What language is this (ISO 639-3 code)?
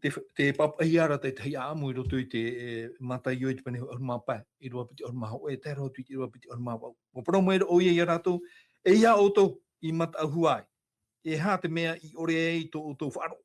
tah